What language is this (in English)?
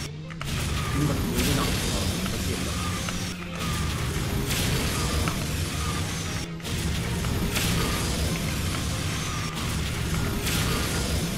Korean